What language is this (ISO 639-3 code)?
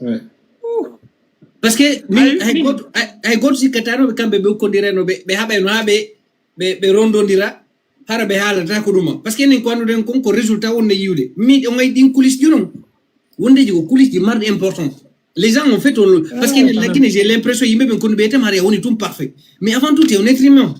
ful